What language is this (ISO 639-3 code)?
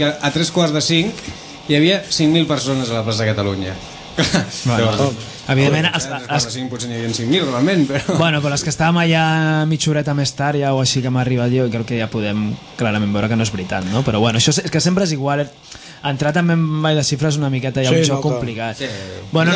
cat